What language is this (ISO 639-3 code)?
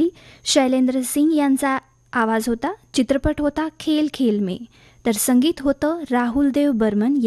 mar